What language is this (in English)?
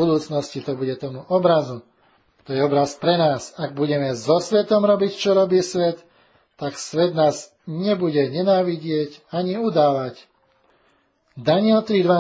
Slovak